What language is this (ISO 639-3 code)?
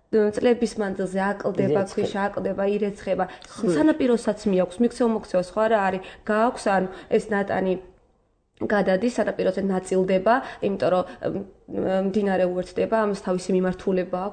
kat